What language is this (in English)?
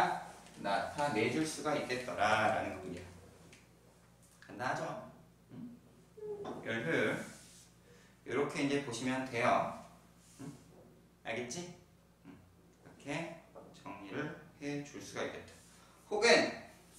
Korean